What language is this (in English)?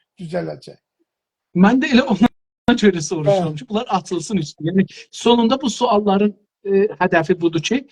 South Azerbaijani